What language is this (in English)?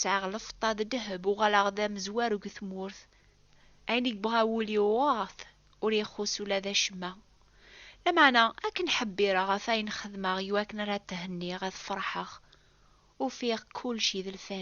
Kabyle